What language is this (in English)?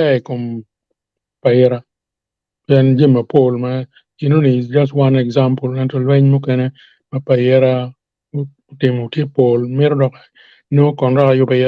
Acoli